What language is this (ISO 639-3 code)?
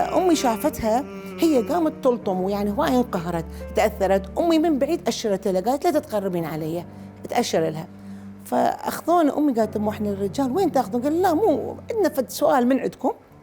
acm